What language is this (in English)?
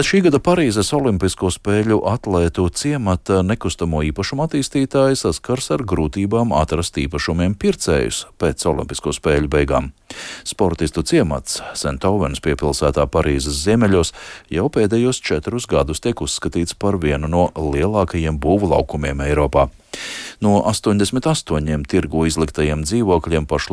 Latvian